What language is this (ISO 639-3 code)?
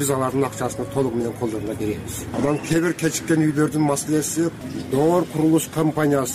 kir